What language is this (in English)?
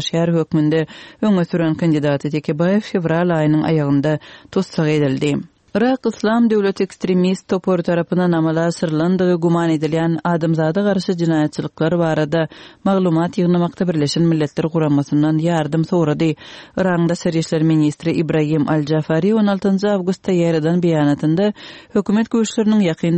Turkmen